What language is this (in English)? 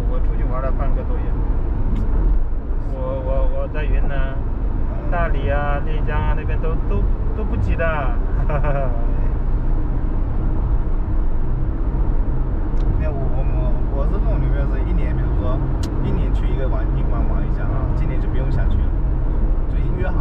Chinese